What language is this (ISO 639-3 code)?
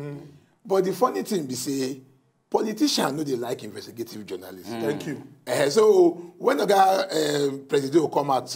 pcm